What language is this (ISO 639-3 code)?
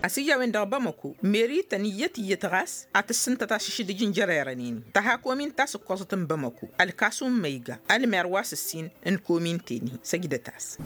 taq